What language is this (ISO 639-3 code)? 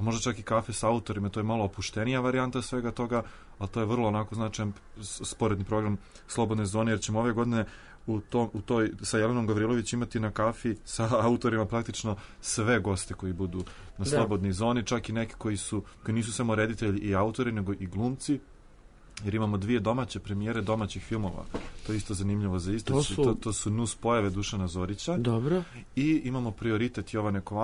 srp